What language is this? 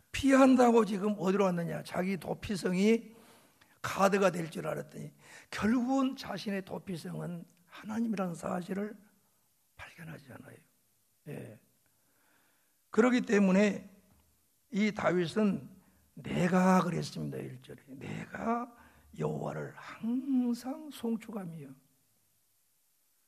Korean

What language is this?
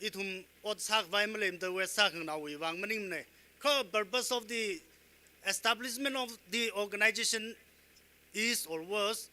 Tangkhul Naga (India)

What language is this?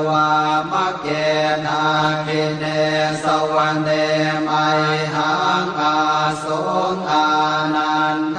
Pali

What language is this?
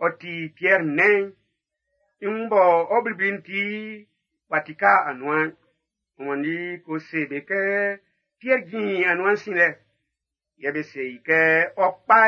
Baoulé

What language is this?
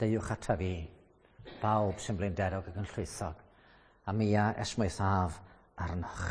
Welsh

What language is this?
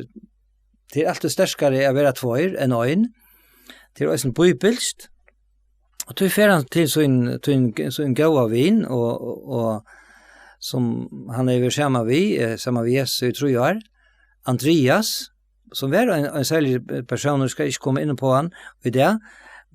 Faroese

